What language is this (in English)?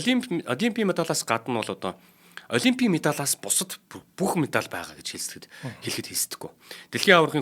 Mongolian